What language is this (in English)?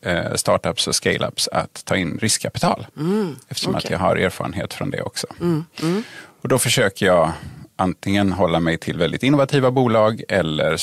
Swedish